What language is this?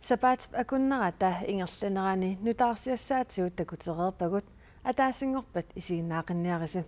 Kalaallisut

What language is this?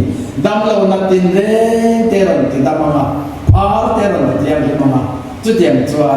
Mizo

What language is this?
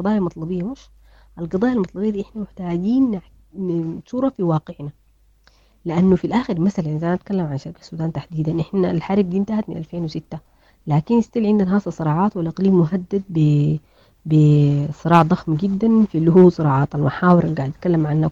Sudanese Arabic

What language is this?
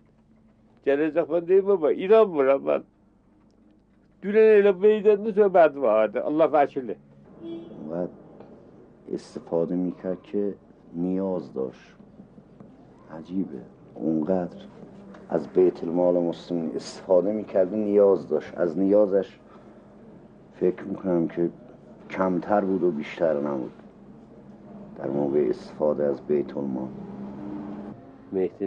Persian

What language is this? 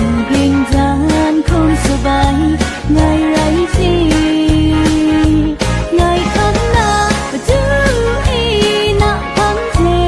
Kachin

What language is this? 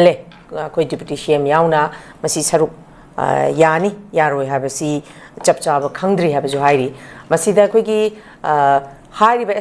Manipuri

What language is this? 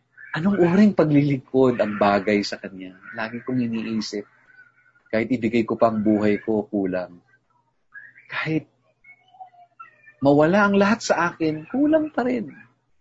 Filipino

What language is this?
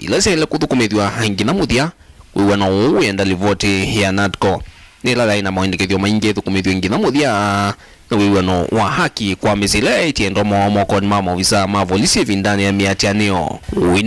Kamba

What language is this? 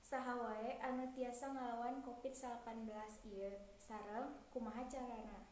Sundanese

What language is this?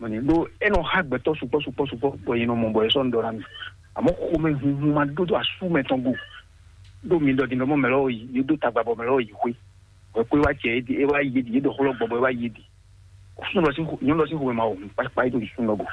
Fon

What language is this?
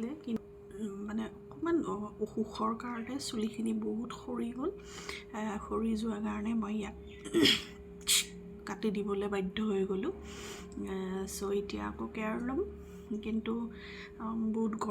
Assamese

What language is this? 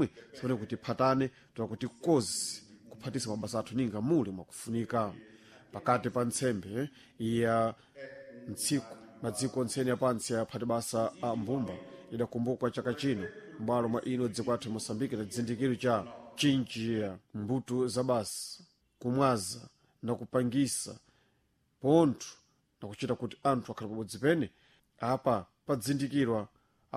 Sena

